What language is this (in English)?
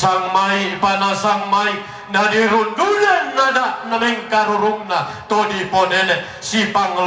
Toraja-Sa'dan